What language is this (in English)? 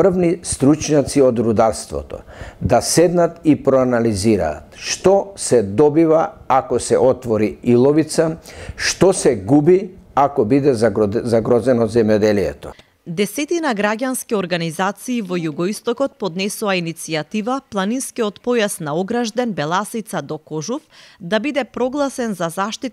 Macedonian